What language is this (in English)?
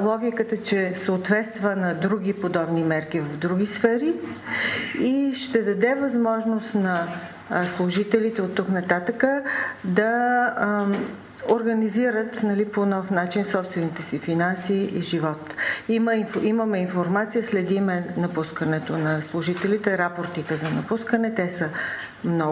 Bulgarian